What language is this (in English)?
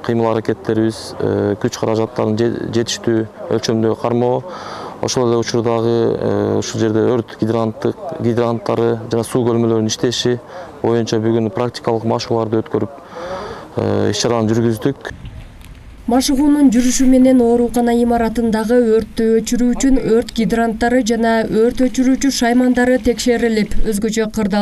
Kyrgyz